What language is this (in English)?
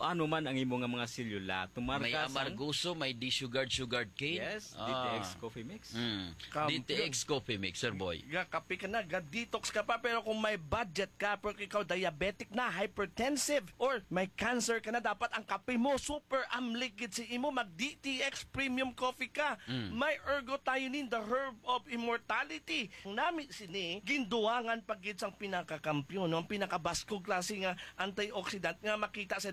Hiligaynon